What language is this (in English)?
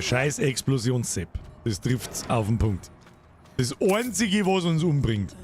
Bavarian